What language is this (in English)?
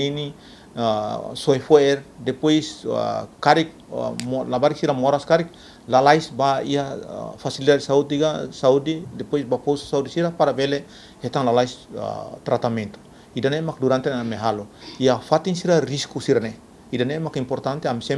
Tetum